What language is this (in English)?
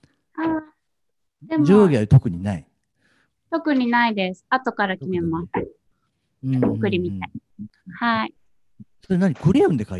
Japanese